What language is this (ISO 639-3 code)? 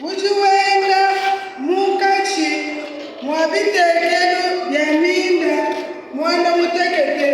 lua